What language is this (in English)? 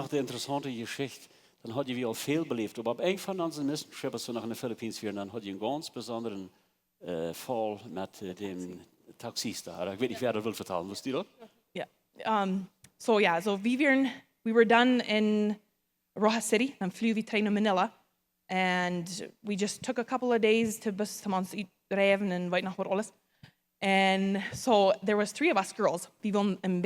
Plautdietsch